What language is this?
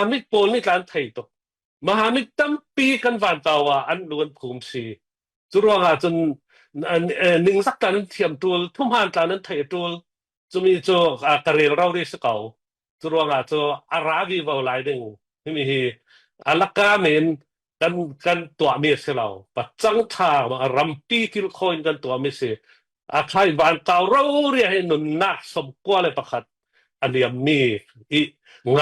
Falam Chin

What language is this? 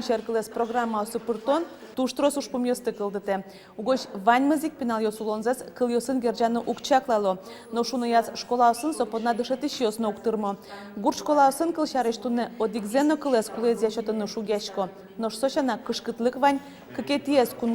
Udmurt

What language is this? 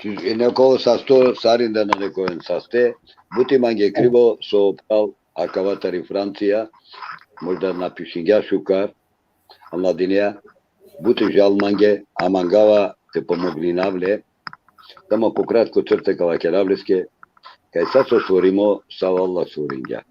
Balkan Romani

